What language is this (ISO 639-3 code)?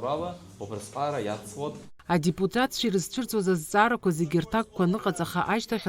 abk